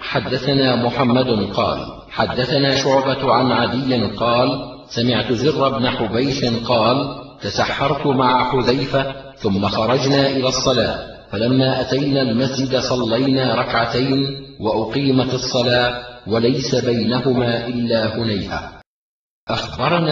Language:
Arabic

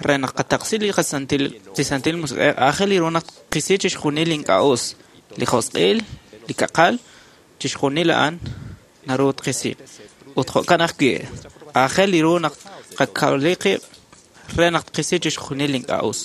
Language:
Kekchí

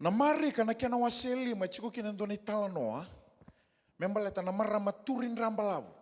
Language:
Fijian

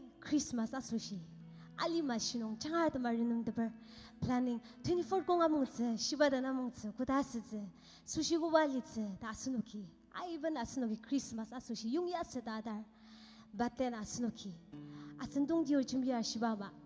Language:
Ao Naga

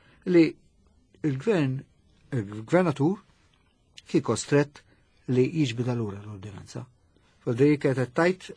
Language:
Maltese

